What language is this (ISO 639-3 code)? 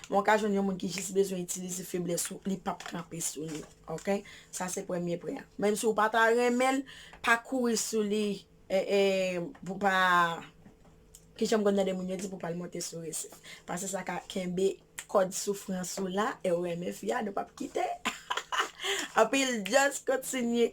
hat